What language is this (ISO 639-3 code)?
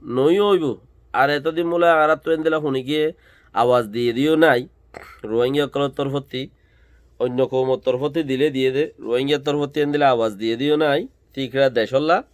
rhg